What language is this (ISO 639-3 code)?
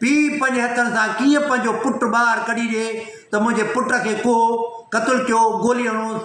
snd